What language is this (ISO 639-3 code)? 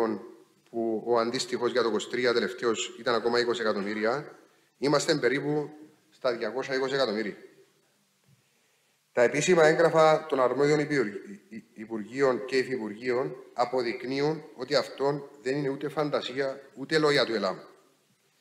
ell